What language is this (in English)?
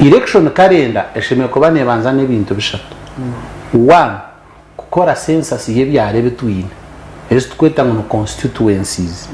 Nyankole